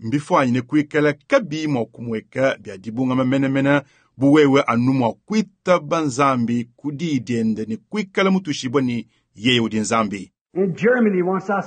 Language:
Luba-Lulua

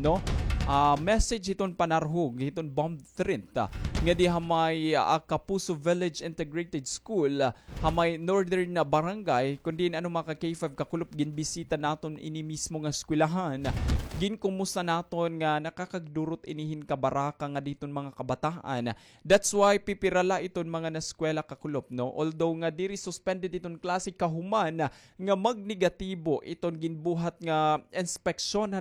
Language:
Waray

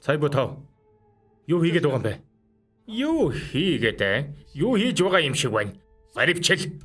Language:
Mongolian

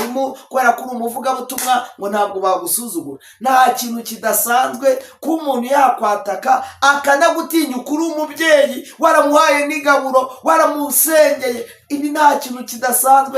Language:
Kinyarwanda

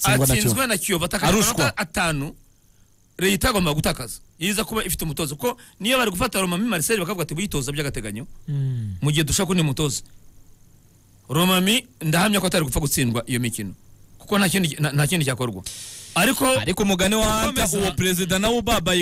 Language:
Kinyarwanda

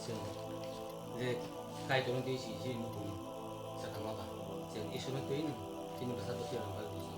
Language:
Kok Borok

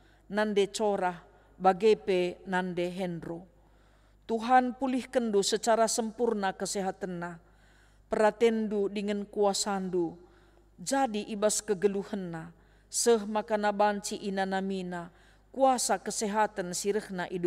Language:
Batak Karo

